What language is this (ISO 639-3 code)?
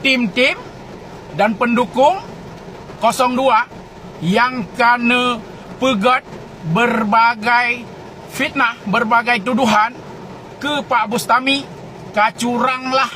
ace